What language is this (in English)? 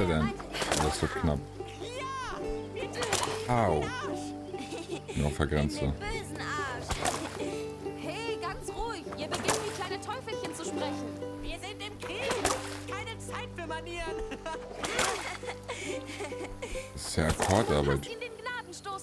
German